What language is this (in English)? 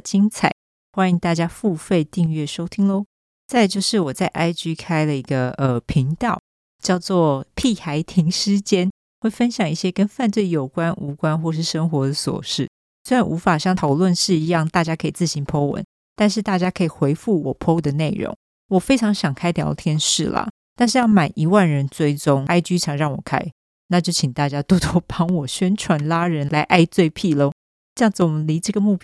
Chinese